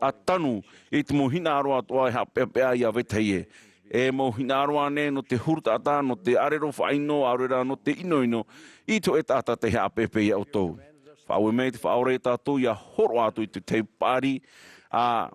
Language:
Tahitian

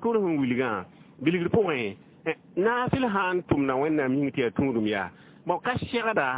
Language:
Mossi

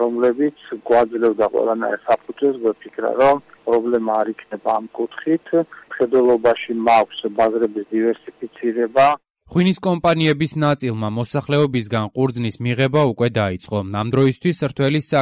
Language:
Georgian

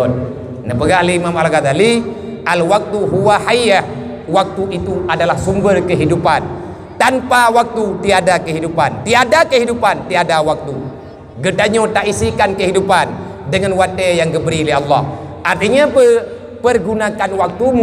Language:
Achinese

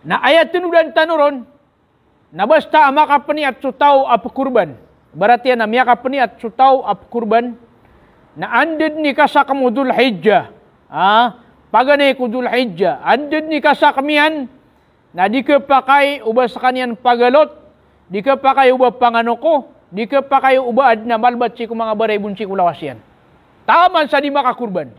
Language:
Maranao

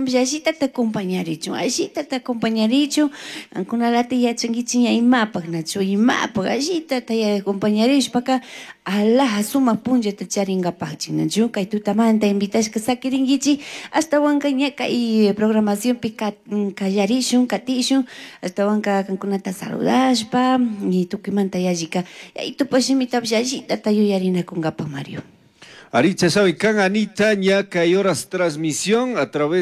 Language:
Chimborazo Highland Quichua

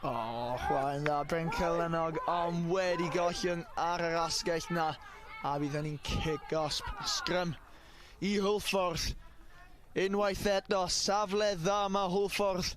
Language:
Welsh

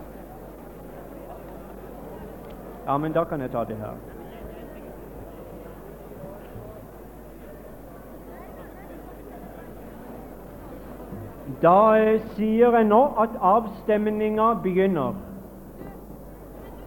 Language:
Norwegian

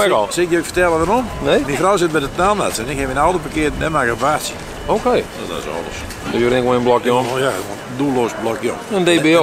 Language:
Western Frisian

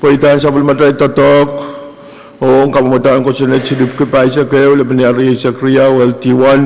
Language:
Pohnpeian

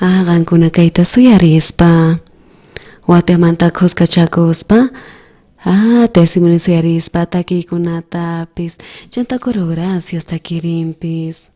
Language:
South Bolivian Quechua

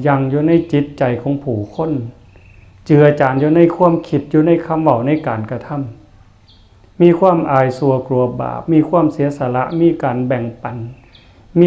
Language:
Northeastern Thai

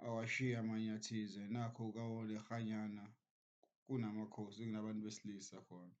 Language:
Zulu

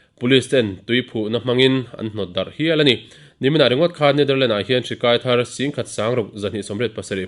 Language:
Mizo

